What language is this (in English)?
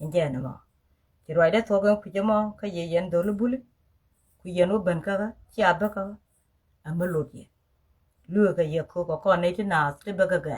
Nuer